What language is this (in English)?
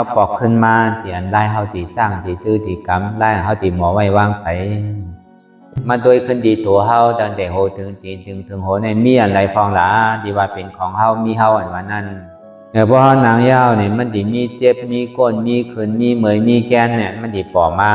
Shan